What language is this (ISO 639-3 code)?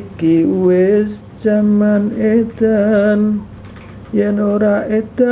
jav